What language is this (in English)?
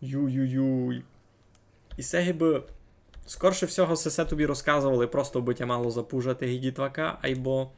Rusyn